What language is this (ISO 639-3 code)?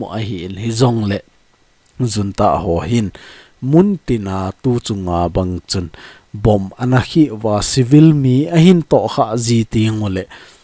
tcz